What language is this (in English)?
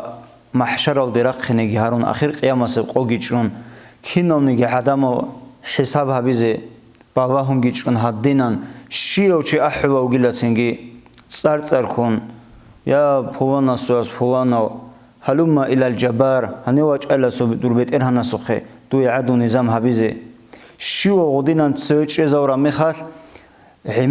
Avaric